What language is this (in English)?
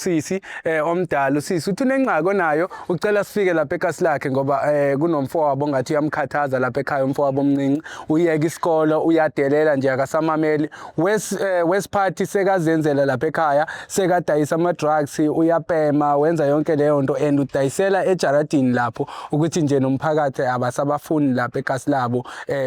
Zulu